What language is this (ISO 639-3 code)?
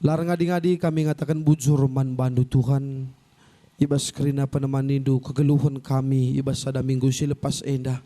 btx